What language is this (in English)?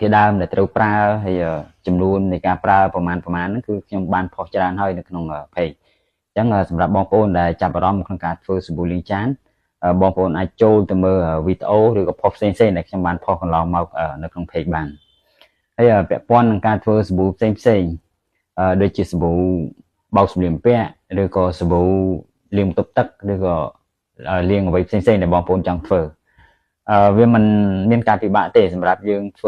Khmer